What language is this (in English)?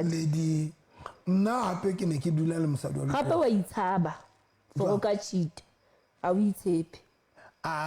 Southern Sotho